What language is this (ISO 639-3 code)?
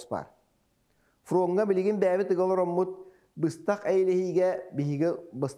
sah